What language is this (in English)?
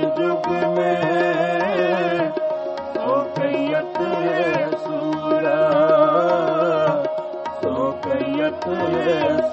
Punjabi